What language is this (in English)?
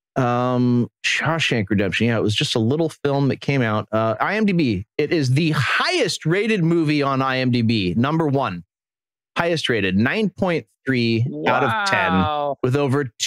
English